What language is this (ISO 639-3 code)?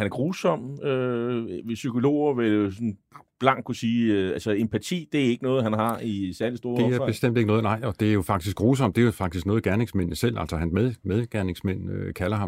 dan